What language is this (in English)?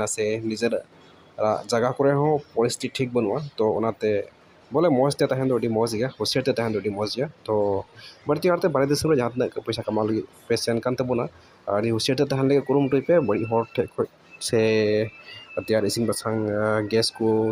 Santali